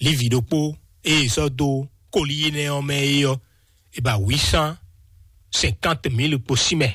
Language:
Fon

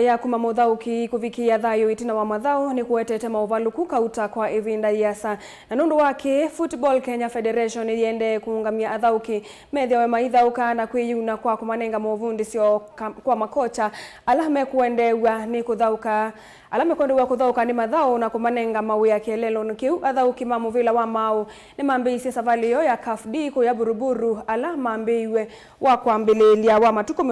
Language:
Kamba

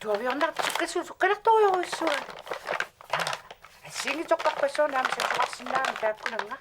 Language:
Kalaallisut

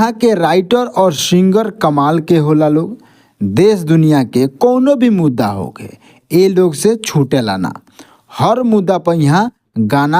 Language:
Bhojpuri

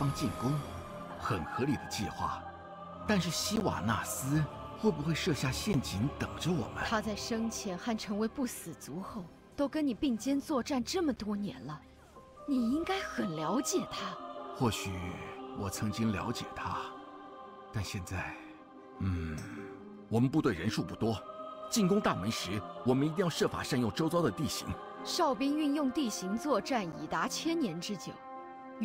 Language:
Chinese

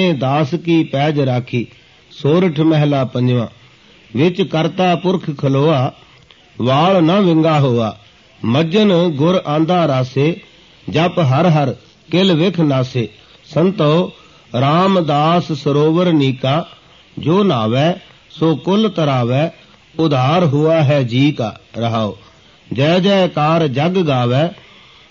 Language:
Punjabi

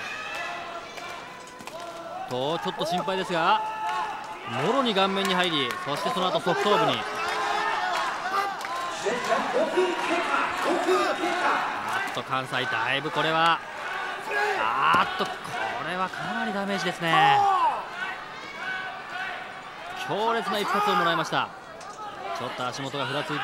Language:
Japanese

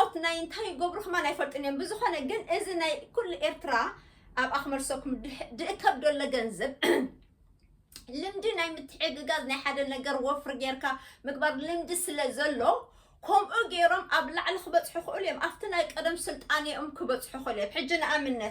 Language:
Tigrinya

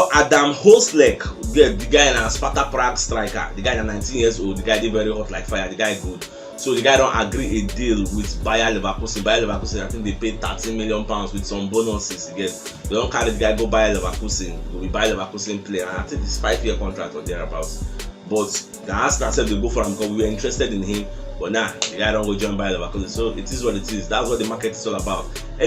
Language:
Nigerian Pidgin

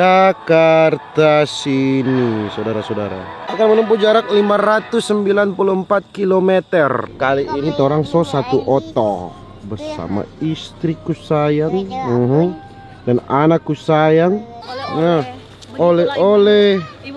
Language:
Manado Malay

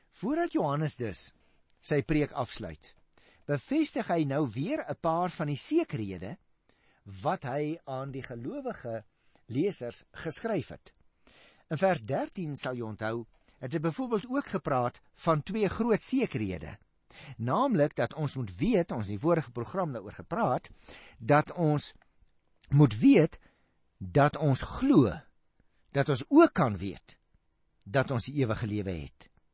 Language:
Afrikaans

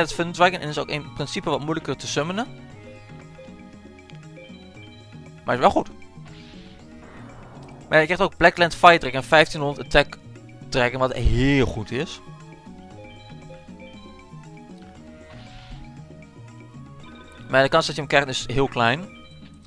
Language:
Dutch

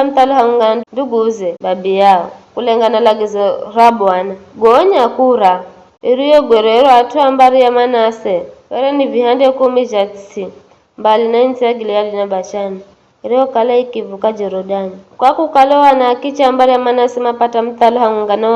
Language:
Giryama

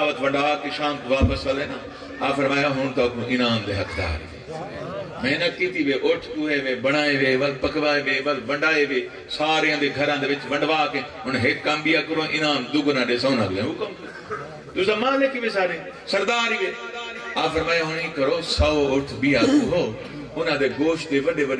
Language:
Saraiki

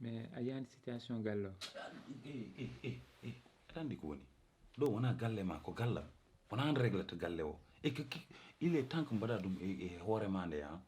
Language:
Fula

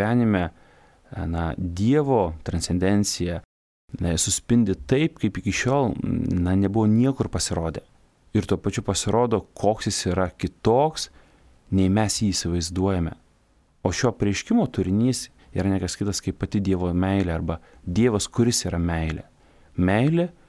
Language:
Lithuanian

